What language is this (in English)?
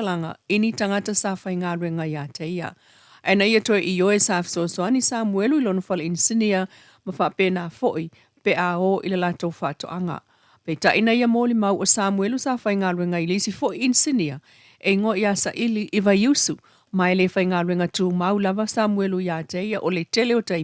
Samoan